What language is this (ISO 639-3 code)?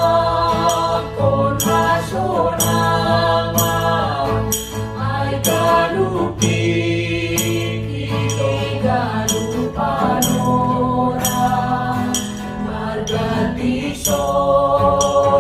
bts